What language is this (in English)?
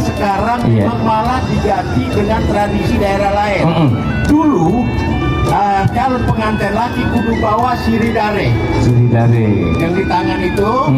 Betawi